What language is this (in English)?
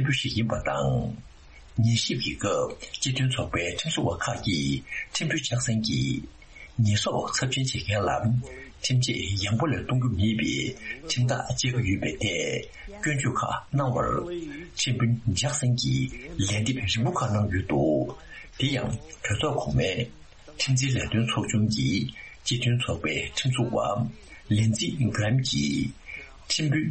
Tibetan